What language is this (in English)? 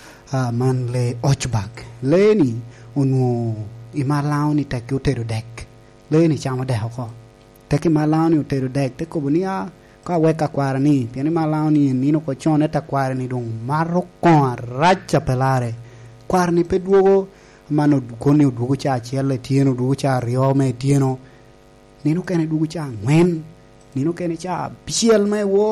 Lango (Uganda)